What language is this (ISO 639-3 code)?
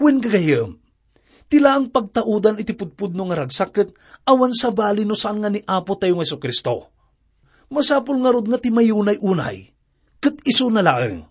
ilo